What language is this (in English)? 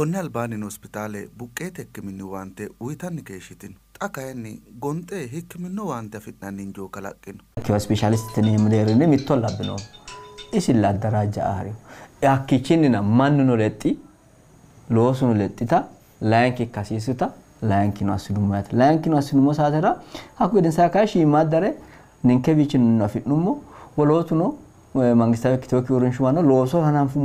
Sidamo